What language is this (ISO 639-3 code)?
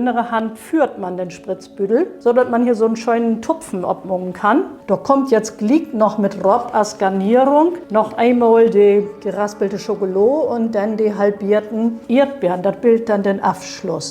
nds